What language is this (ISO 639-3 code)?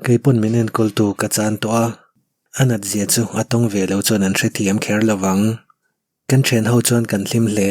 lus